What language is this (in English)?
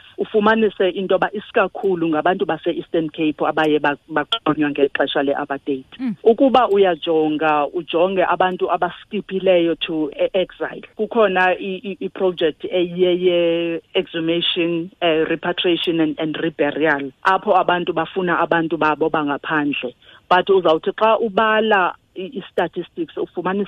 Xhosa